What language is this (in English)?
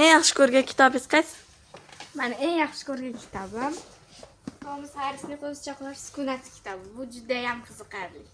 Uzbek